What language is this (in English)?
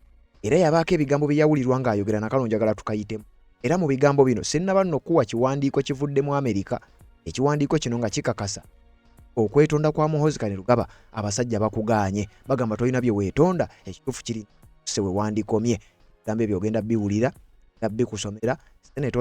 Ganda